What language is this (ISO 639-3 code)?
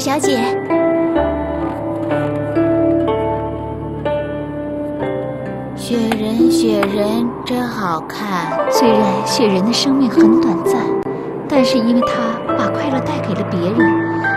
zho